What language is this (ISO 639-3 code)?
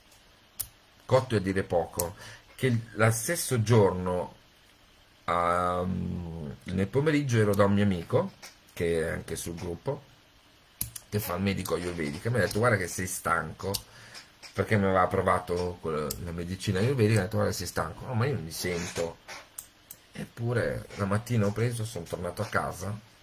ita